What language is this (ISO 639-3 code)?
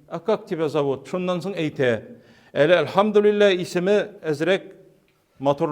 tat